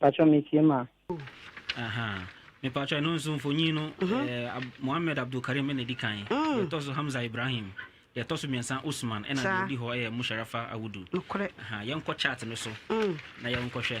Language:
Akan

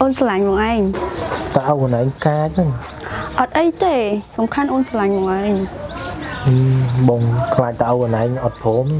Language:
Khmer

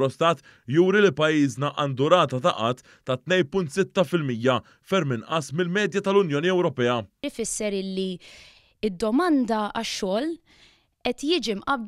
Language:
Maltese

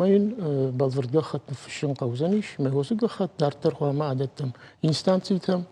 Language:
Ossetic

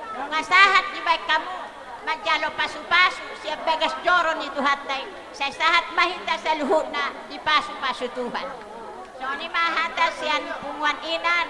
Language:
Batak Toba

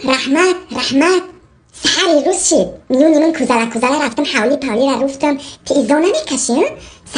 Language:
Tajik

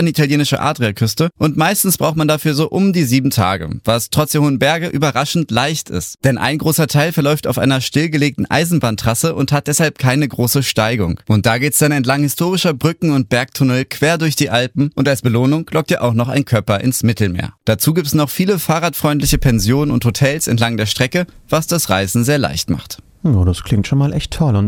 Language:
German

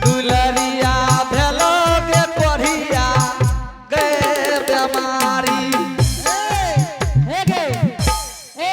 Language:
Angika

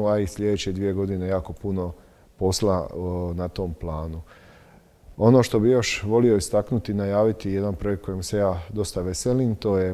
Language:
Croatian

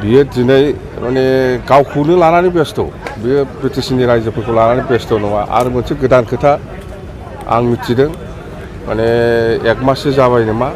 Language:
Bodo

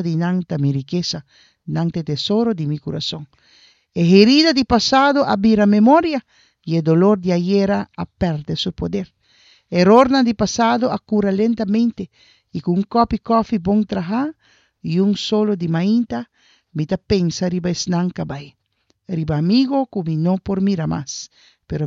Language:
Papiamento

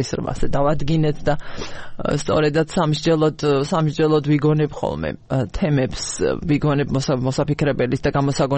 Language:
Georgian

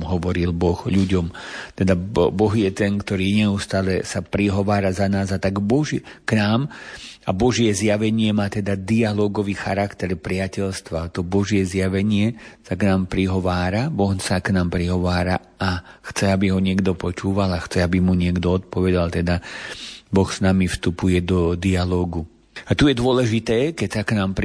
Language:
Slovak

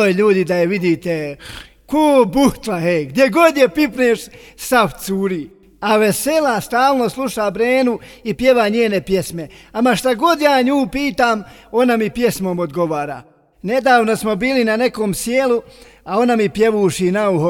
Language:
Bosnian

